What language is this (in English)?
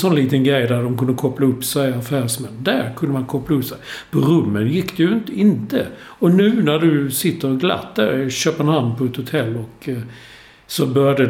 Swedish